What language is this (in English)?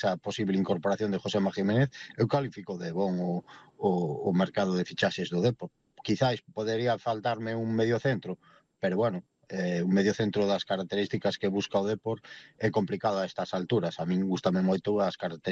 Galician